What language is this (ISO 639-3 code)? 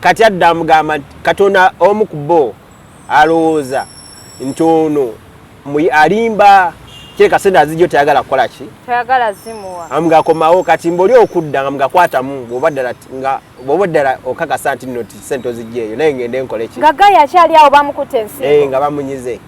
lug